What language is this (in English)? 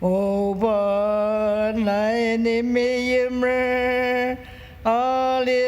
Ao Naga